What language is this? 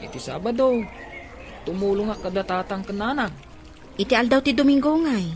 Iloko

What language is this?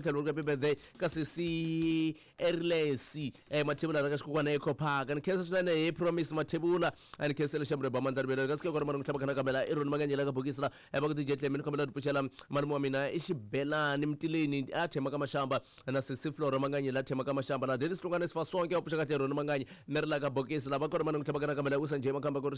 Tsonga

